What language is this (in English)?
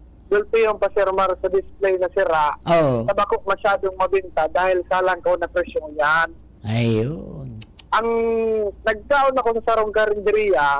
Bikol